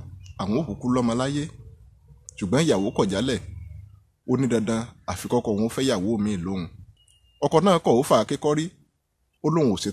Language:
Yoruba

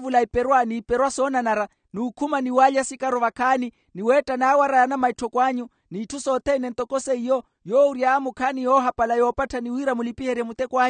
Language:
Makhuwa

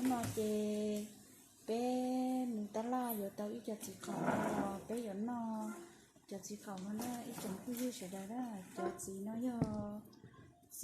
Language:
Hmong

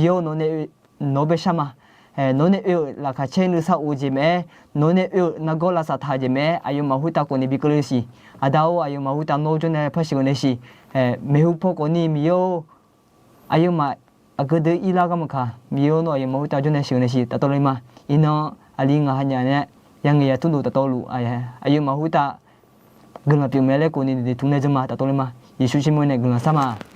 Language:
Akha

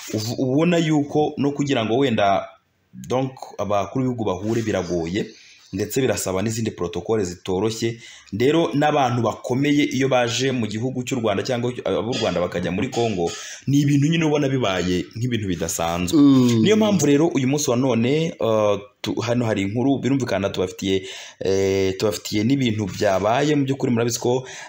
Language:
Kinyarwanda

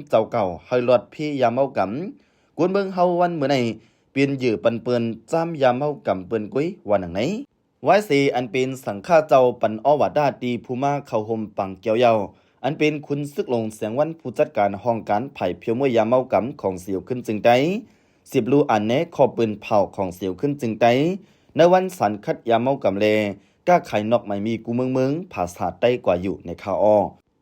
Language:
Shan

